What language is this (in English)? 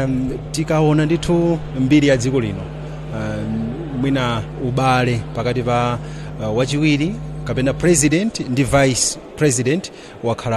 Nyanja